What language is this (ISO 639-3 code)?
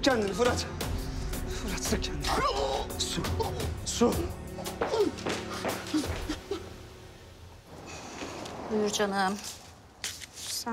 tur